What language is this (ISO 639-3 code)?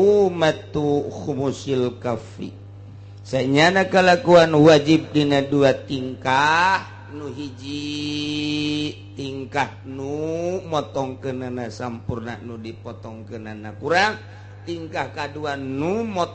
sun